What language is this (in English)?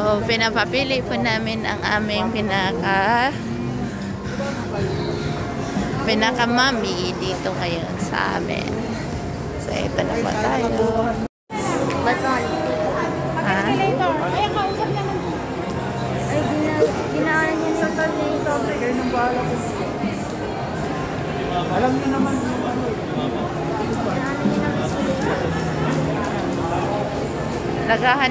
Filipino